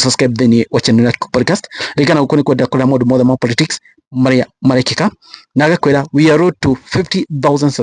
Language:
Kikuyu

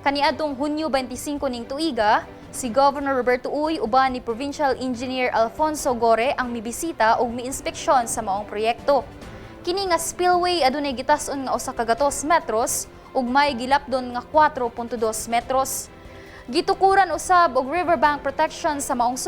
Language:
Cebuano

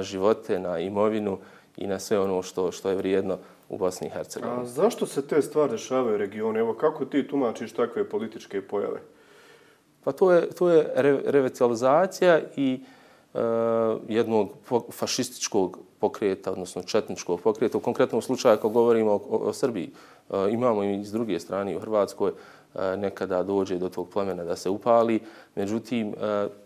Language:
Bosnian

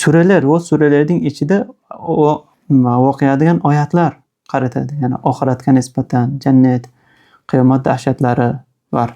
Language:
Uzbek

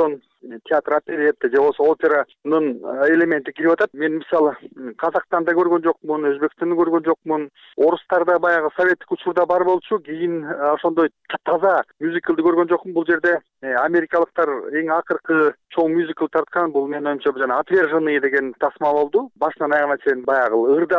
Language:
Kyrgyz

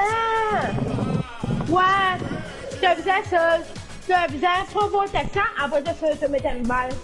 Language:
Morisyen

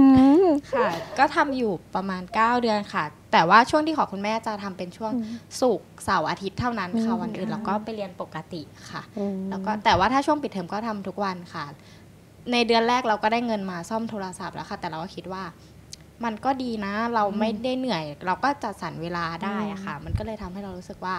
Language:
Thai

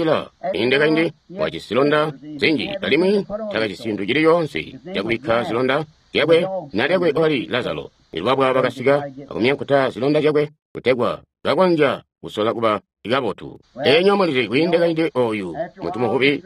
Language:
Tonga (Zambia)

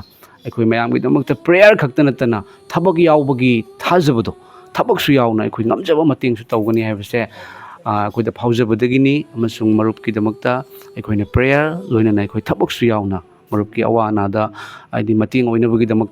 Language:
Manipuri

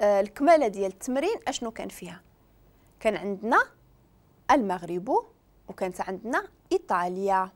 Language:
Moroccan Arabic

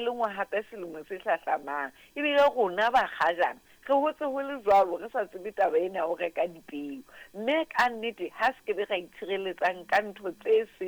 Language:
Southern Sotho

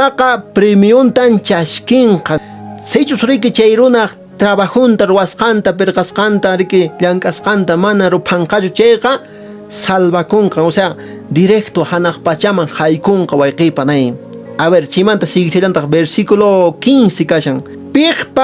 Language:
Quechua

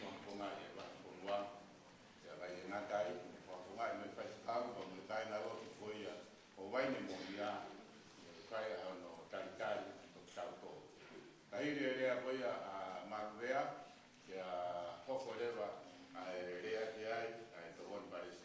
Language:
Tongan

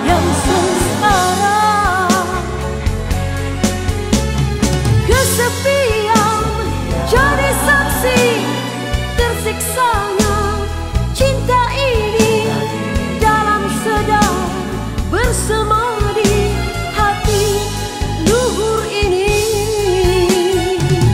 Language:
Malay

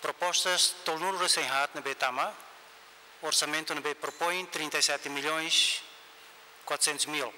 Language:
Tetum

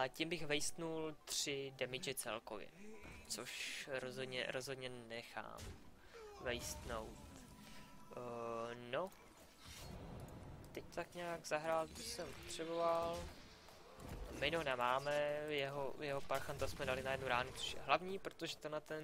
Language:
Czech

